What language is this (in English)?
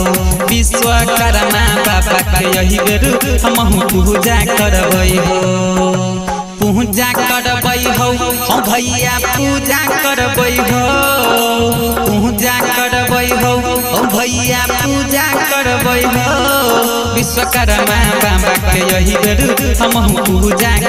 Maithili